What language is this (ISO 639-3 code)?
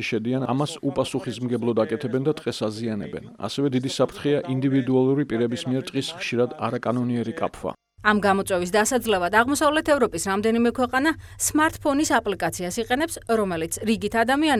kat